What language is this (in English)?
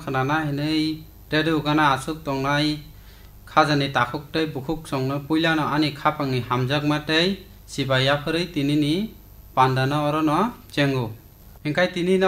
Kok Borok